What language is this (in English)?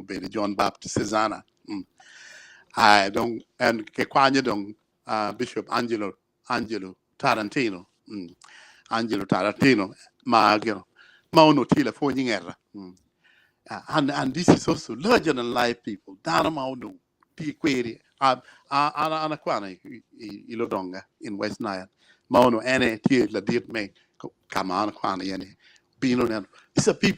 Acoli